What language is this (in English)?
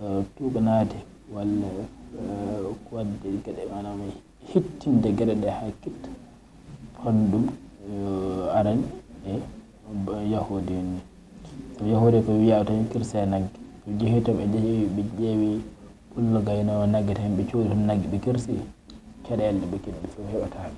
Fula